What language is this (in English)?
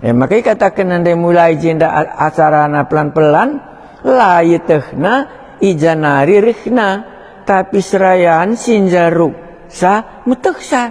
Batak Karo